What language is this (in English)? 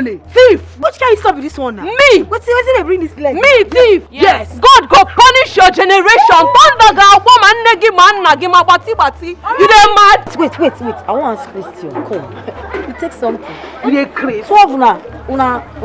Nigerian Pidgin